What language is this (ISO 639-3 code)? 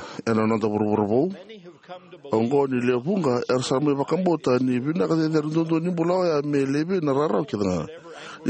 fij